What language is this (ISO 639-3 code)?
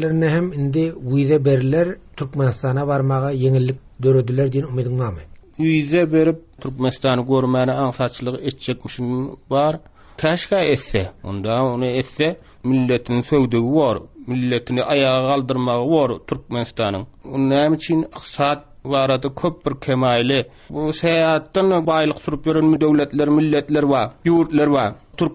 tuk